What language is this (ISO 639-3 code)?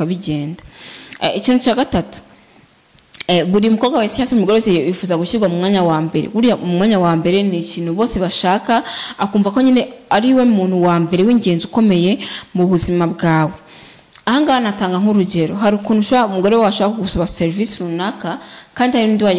kin